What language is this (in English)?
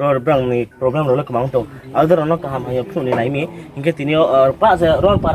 Riang (India)